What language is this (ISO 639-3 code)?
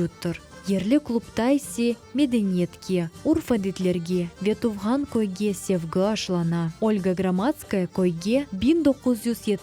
crh